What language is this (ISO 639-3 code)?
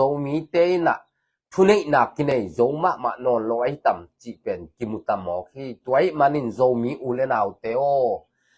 ctd